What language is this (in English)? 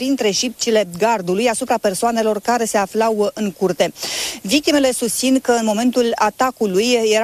Romanian